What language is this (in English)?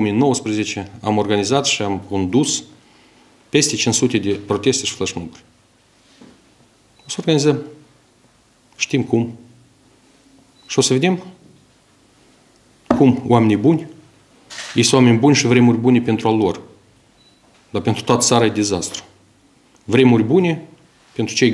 Romanian